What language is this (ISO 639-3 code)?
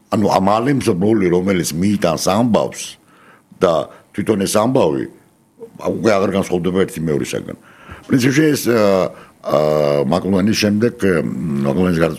kat